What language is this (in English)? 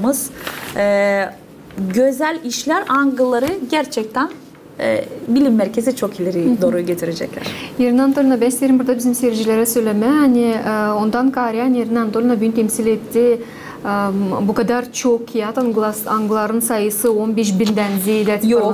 Gagauz